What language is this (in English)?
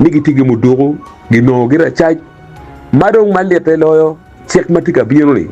Acoli